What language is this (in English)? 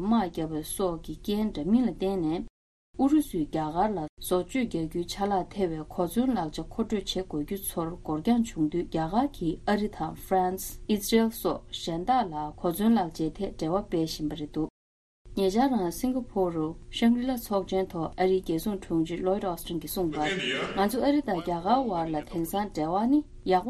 Tibetan